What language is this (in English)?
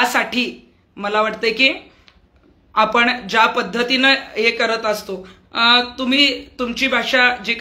Marathi